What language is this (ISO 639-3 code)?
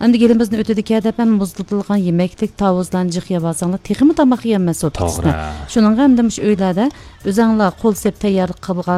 uig